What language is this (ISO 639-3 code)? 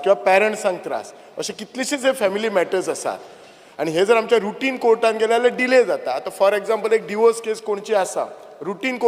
kok